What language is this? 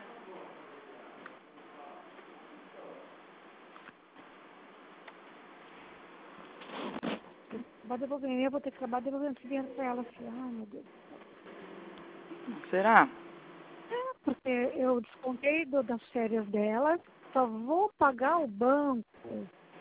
Portuguese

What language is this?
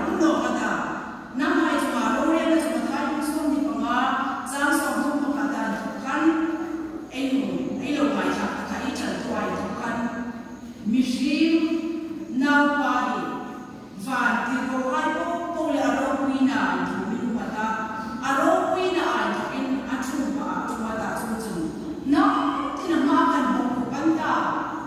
Hmar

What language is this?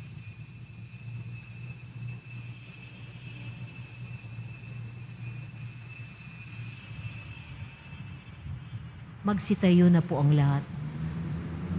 Filipino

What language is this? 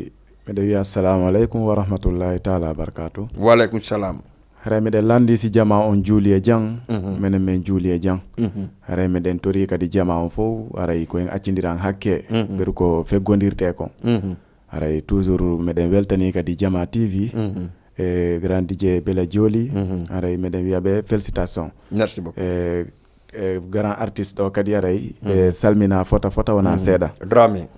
Fula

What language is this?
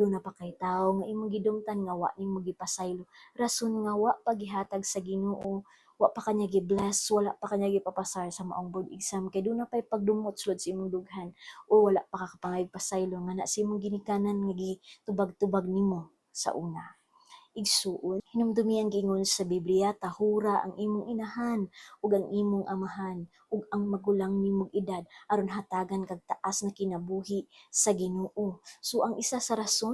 Cebuano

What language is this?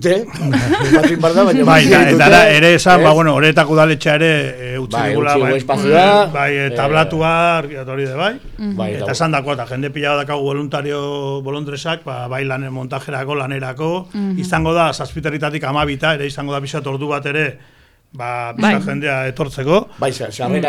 Basque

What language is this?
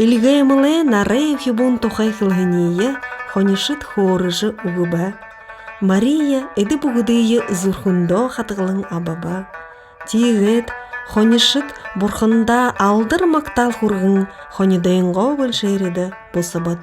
Buriat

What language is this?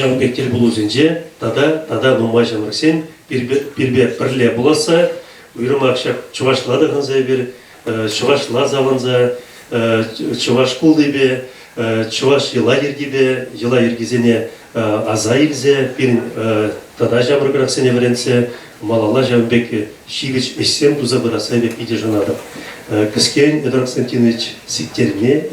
Chuvash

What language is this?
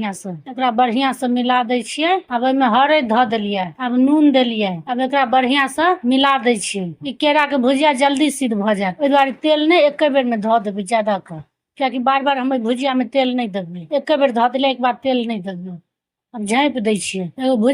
Maithili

